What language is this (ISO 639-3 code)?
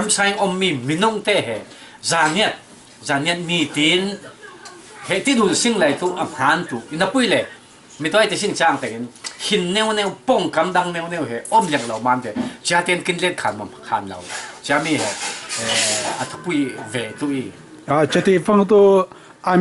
cfm